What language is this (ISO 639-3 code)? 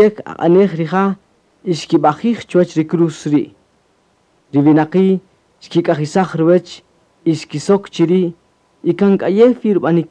cak